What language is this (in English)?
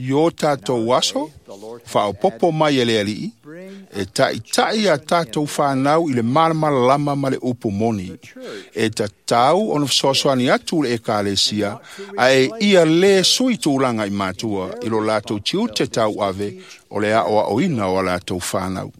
Samoan